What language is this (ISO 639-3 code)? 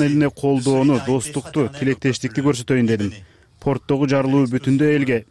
kir